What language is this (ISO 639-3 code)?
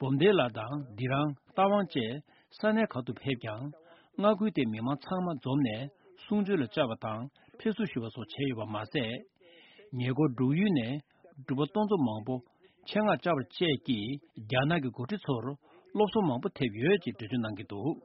bod